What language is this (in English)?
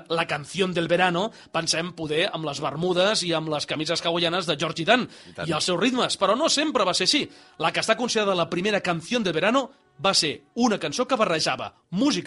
Catalan